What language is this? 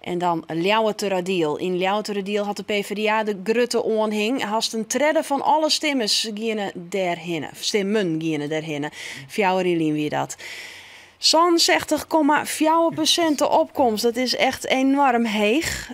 Western Frisian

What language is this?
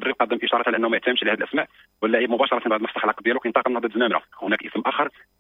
Moroccan Arabic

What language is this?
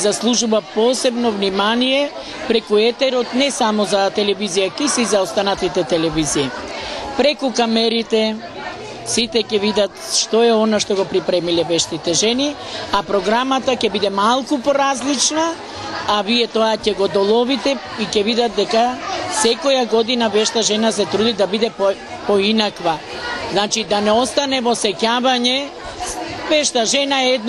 Macedonian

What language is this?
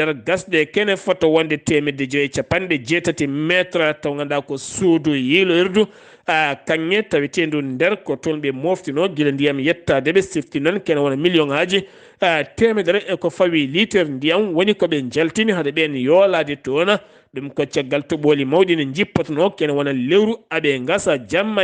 Fula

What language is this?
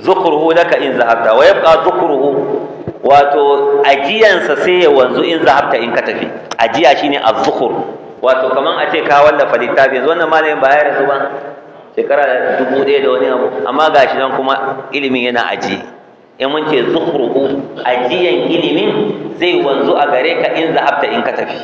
Hausa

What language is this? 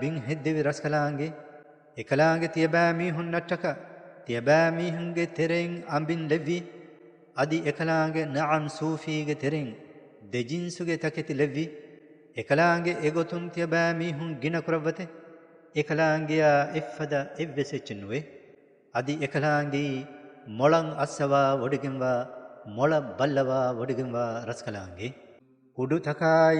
Divehi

